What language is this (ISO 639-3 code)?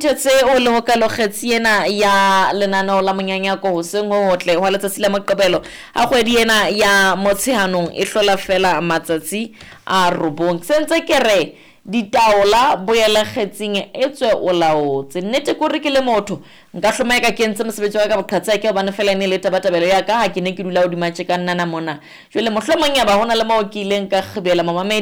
sot